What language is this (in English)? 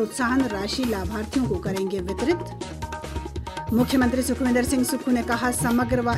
Hindi